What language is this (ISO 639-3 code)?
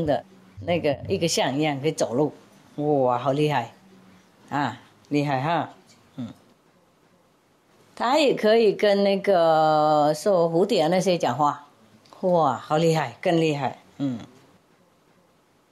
zho